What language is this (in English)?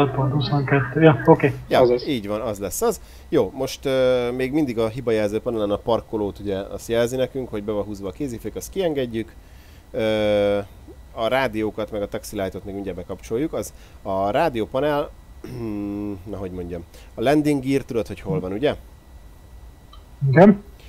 Hungarian